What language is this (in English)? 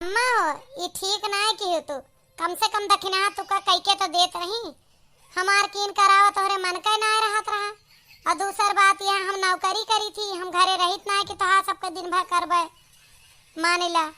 Awadhi